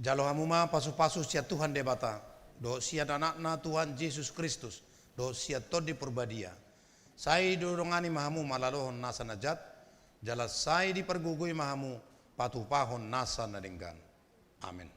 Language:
Batak Toba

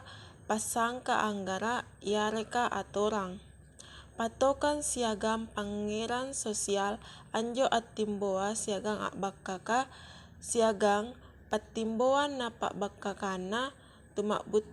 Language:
Makasar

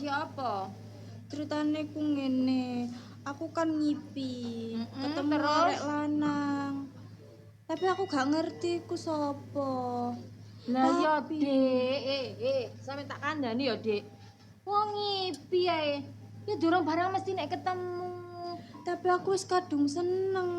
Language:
Javanese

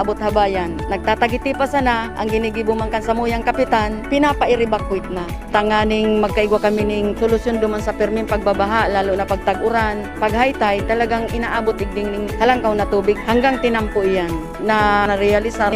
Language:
Bikol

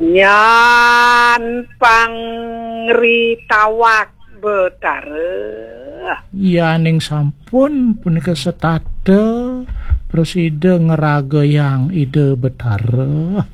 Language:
Balinese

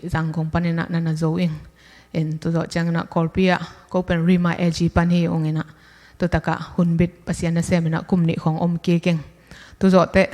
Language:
Tedim Chin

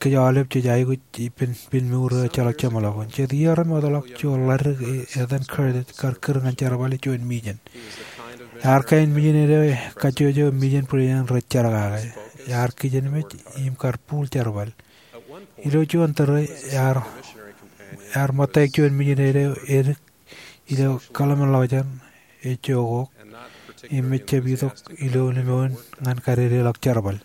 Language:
Marshallese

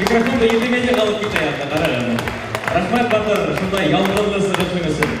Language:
Bashkir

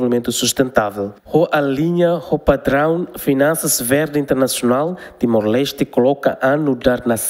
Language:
Tetum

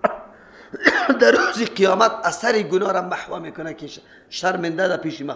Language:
Persian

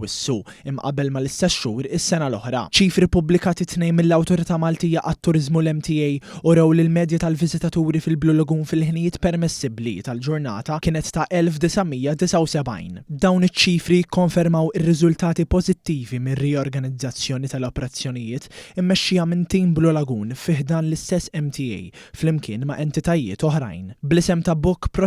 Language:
Maltese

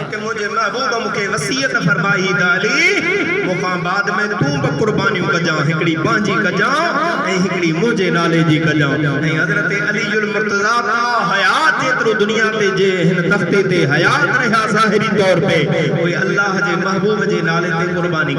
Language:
Sindhi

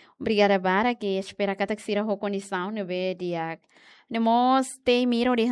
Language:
Tetum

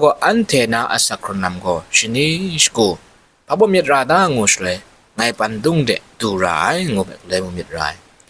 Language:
Kachin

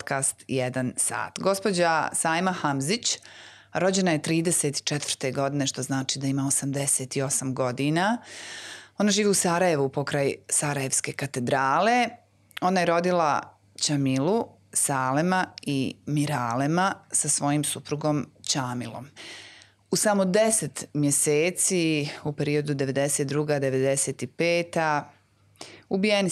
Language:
Bosnian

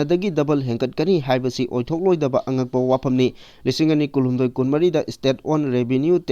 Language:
Manipuri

